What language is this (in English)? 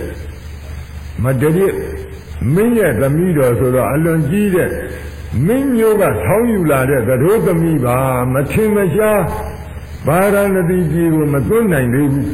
Burmese